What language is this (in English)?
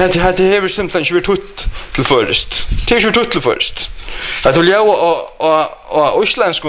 Faroese